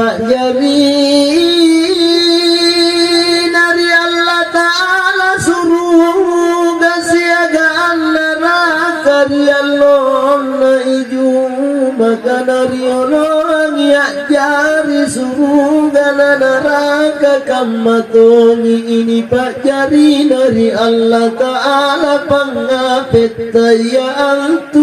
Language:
Makasar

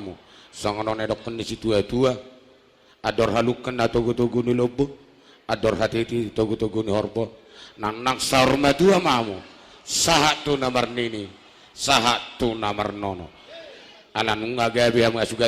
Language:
Batak Toba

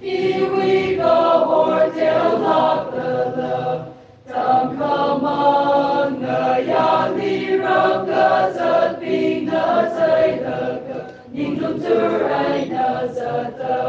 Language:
Tangkhul Naga (India)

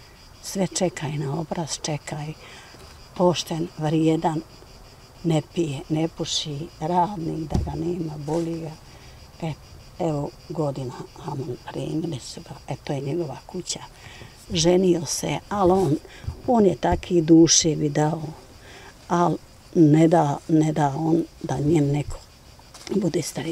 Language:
Bosnian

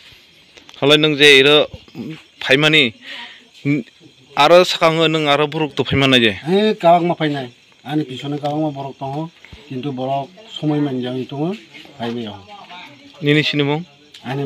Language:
Kok Borok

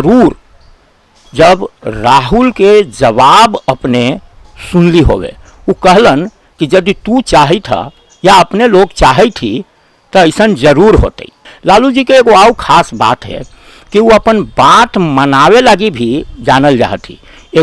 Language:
Magahi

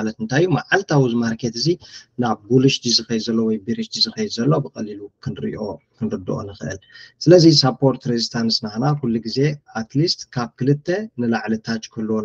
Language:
Tigrinya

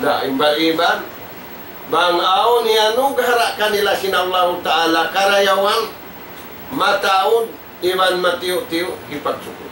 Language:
Tausug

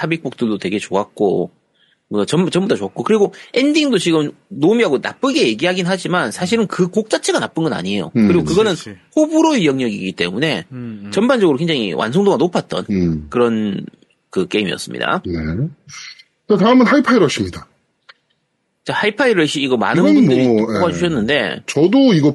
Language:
Korean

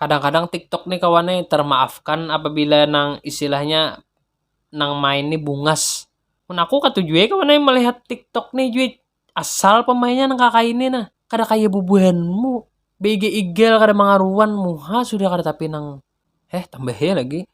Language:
Banjar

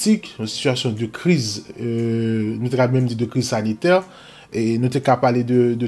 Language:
Haitian Creole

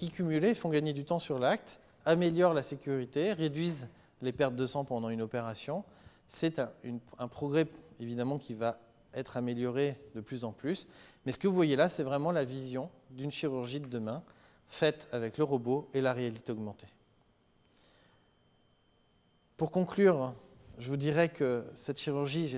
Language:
French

